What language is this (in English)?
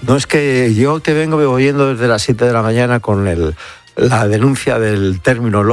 Spanish